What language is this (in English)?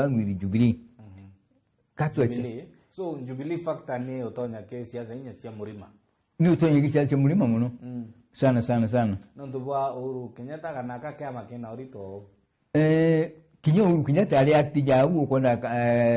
Meru